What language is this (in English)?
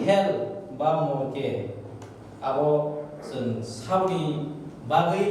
Kok Borok